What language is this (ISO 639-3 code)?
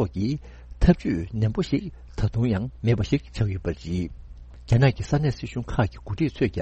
bod